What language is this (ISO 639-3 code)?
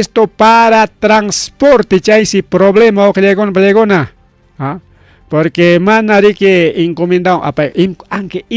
quy